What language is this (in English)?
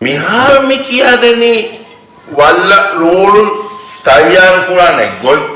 Divehi